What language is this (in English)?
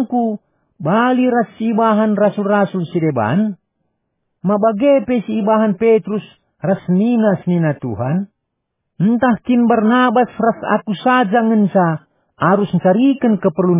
Batak Karo